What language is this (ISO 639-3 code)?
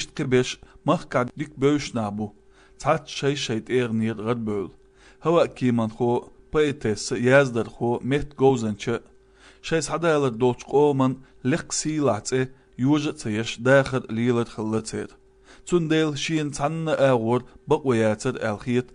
che